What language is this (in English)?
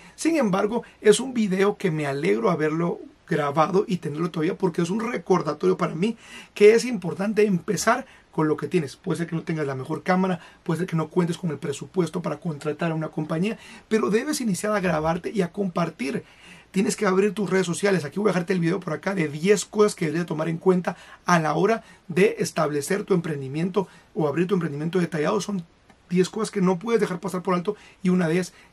Spanish